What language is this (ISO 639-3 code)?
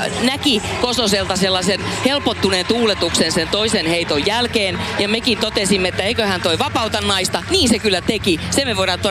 fin